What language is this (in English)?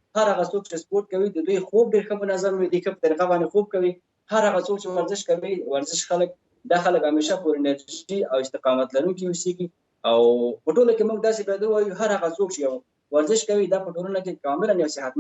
Pashto